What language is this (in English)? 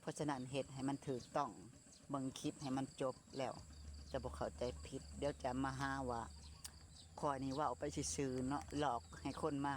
Lao